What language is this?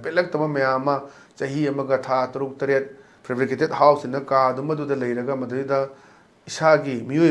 Manipuri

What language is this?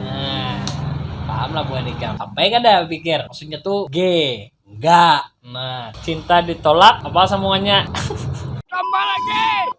Banjar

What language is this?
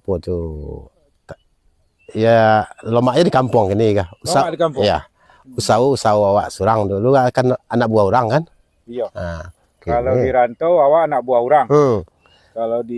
Minangkabau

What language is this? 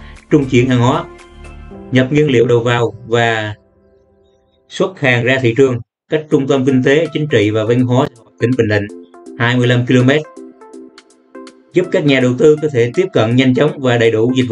Vietnamese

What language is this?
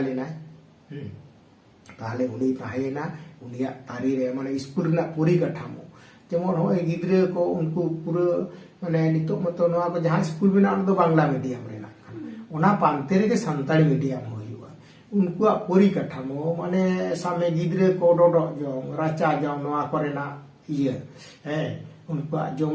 Santali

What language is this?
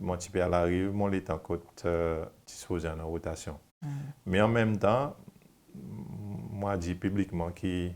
Seselwa Creole French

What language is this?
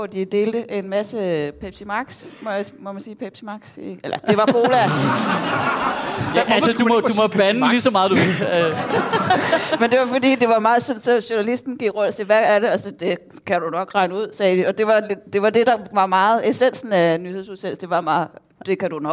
Danish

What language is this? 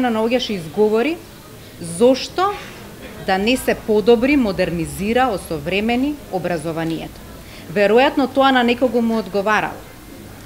Macedonian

